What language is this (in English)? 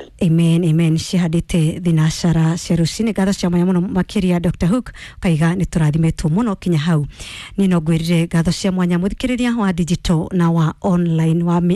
Kikuyu